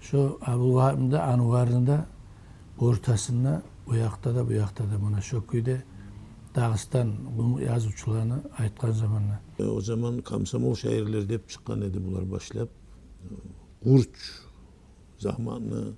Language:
Kumyk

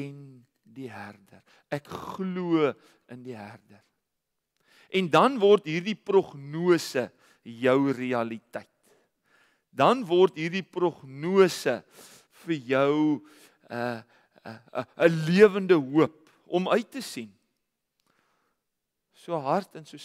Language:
Afrikaans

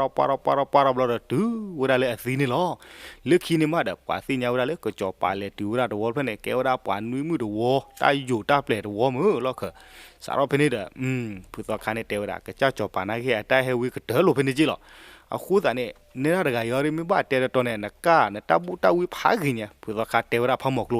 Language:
S'gaw Karen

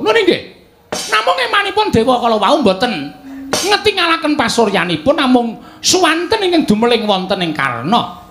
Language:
Javanese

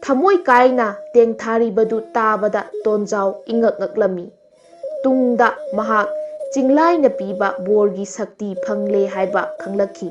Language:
Manipuri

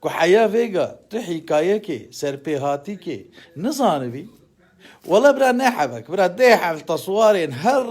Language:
Kurdish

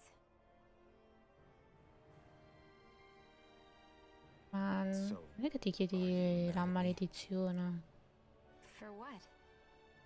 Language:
Italian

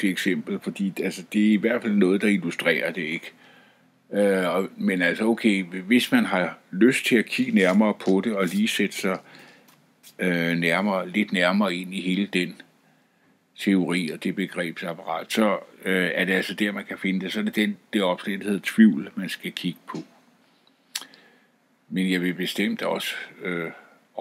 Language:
Danish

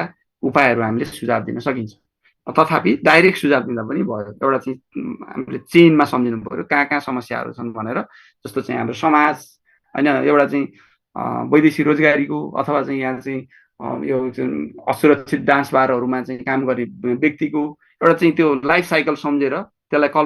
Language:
Nepali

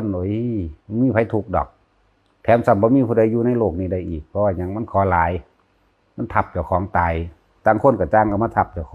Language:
Lao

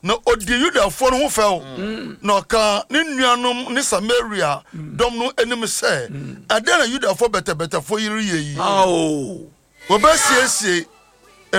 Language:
Akan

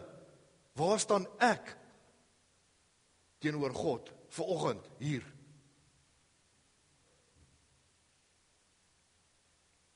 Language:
Afrikaans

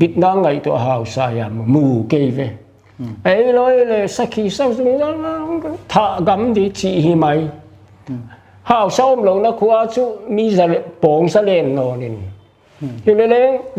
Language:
Paite Chin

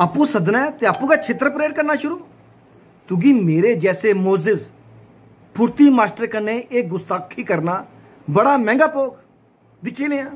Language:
Dogri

